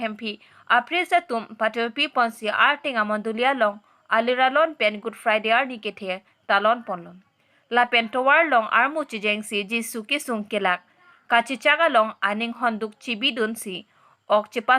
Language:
Karbi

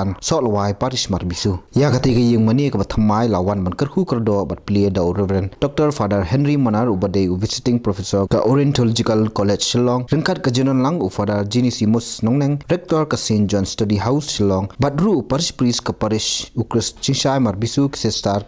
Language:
Khasi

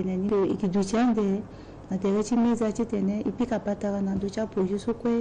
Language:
Sango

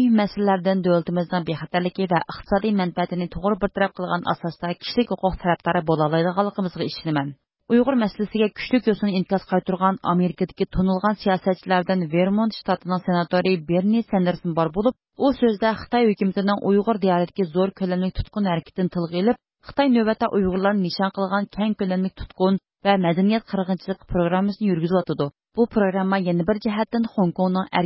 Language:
Uyghur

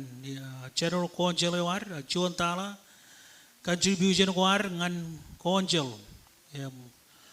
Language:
Marshallese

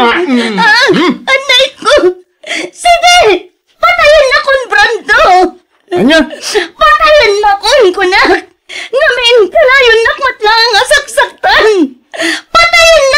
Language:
Iloko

